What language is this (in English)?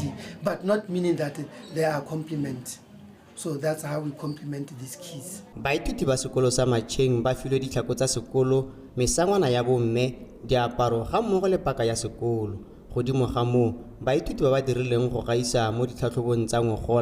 Tswana